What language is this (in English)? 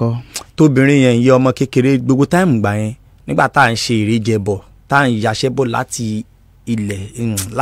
Yoruba